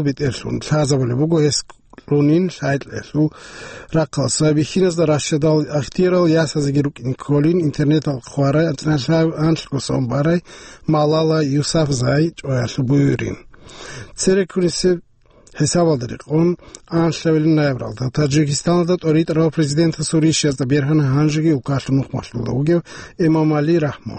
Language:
Avaric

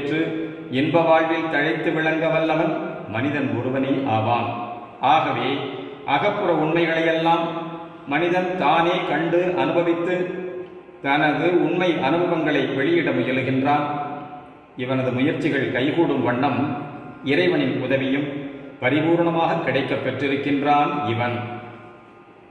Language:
Tamil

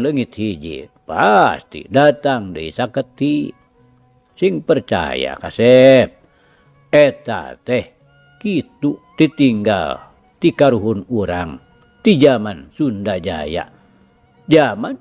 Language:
Sundanese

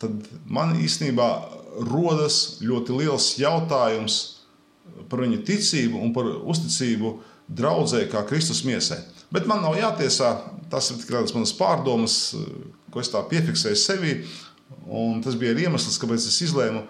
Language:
Latvian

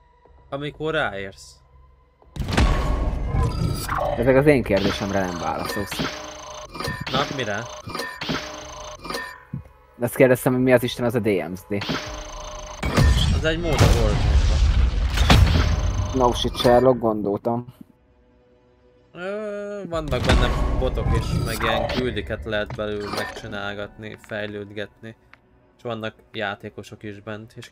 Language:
Hungarian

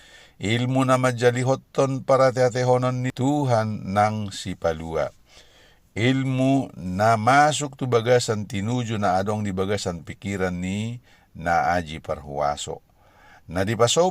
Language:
Batak Toba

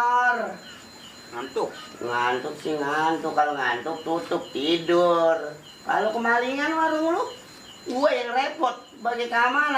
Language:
Betawi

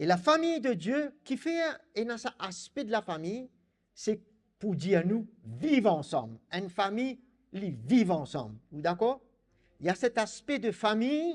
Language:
Morisyen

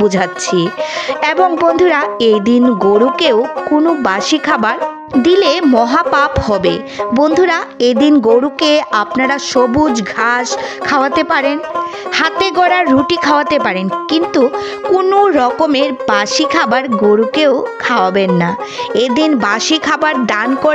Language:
Bangla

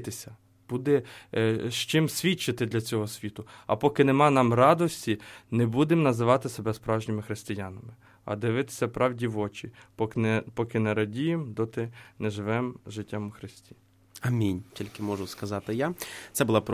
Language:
Ukrainian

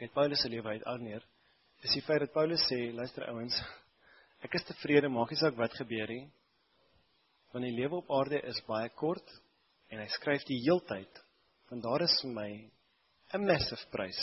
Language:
Afrikaans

